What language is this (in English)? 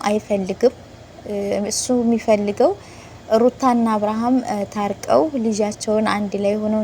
Amharic